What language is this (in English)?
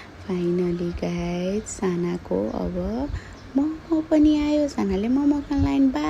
Nepali